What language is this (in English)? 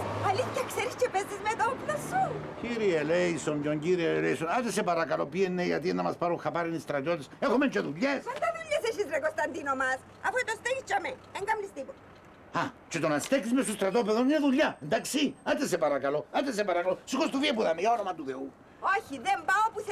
Greek